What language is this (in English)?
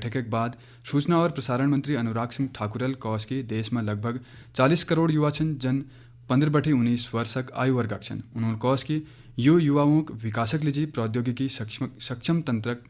Garhwali